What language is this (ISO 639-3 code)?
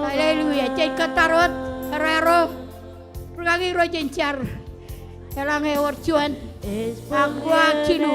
mah